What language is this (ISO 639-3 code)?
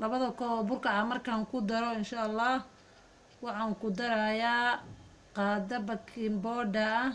som